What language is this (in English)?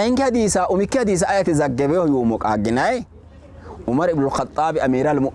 Sidamo